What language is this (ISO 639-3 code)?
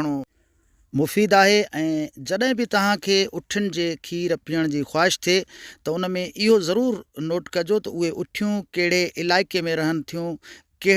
snd